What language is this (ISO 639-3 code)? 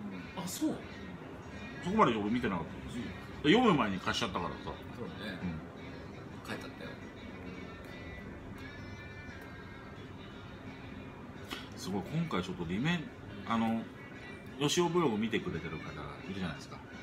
jpn